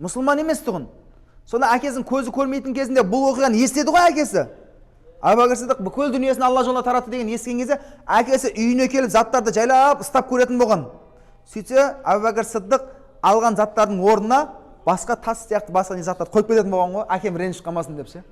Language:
Kazakh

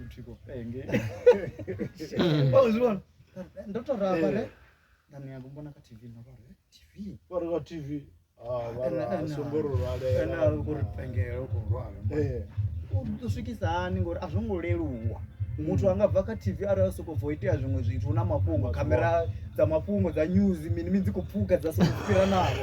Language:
Venda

